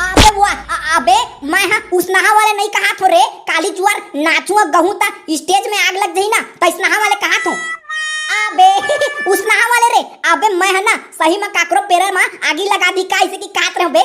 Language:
Chhattisgarhi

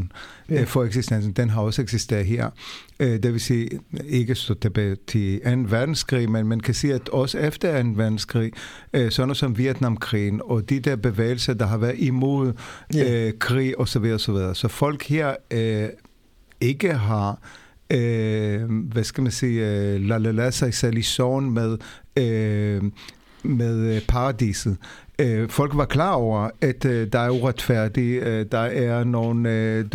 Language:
Danish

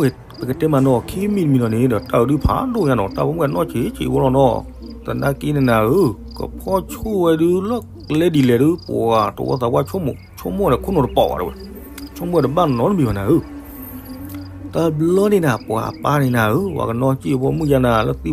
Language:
S'gaw Karen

